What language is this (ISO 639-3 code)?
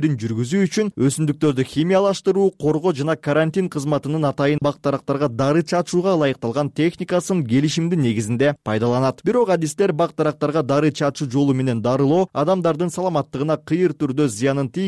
kir